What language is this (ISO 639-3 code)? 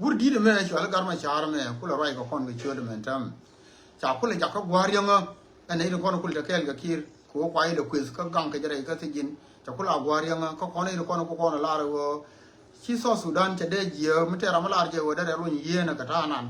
nus